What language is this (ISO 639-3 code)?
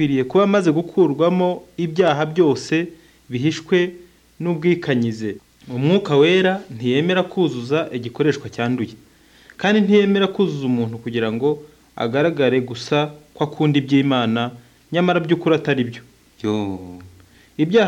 kin